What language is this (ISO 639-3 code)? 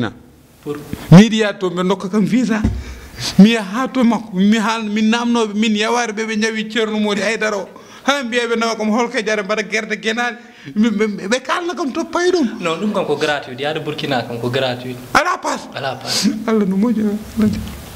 ful